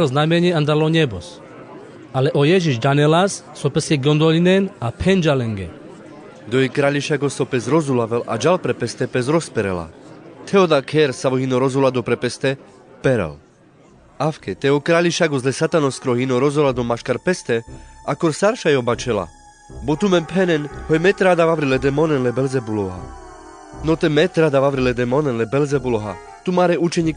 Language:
Carpathian Romani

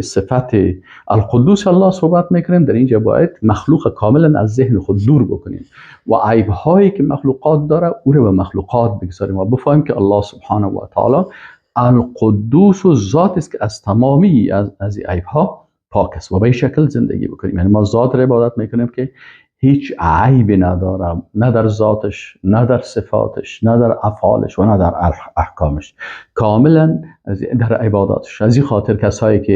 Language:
Persian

